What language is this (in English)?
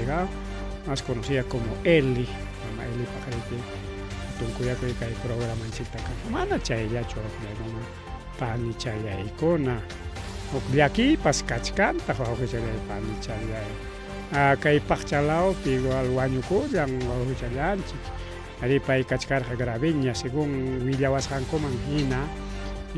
Ayacucho Quechua